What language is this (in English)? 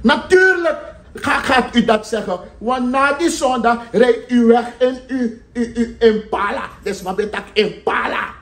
Sranan Tongo